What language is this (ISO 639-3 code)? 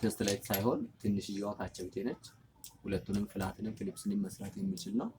amh